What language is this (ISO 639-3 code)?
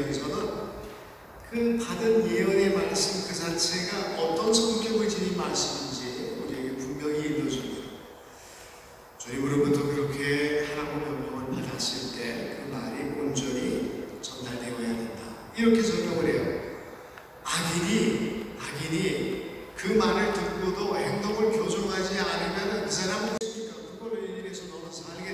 kor